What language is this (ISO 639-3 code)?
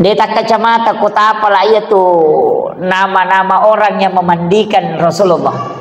bug